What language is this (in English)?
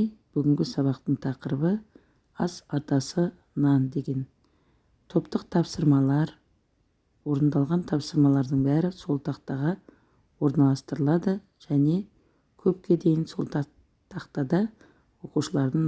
Kazakh